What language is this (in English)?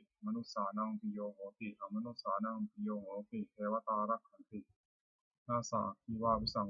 Pali